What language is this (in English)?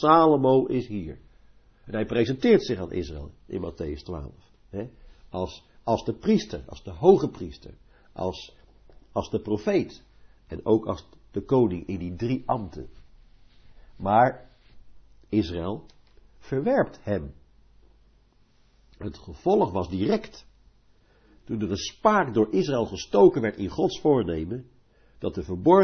Dutch